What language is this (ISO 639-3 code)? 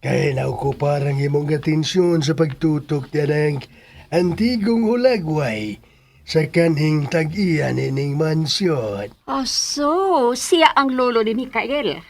ceb